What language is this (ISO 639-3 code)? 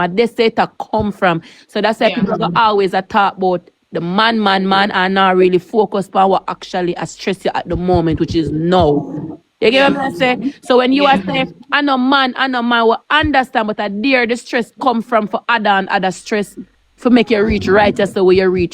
jam